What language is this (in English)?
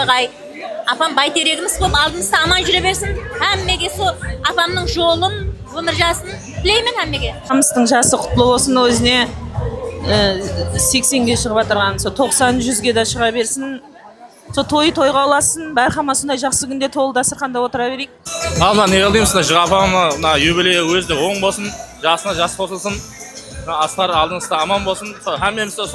Kara-Kalpak